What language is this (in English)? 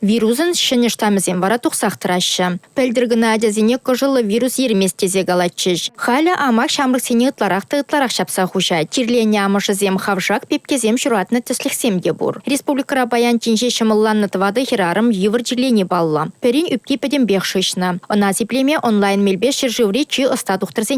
Chuvash